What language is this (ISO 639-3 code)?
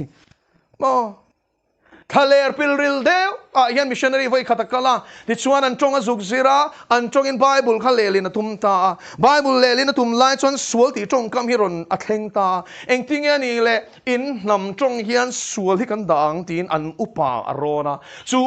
lus